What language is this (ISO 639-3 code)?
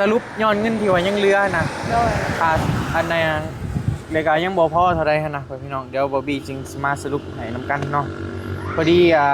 tts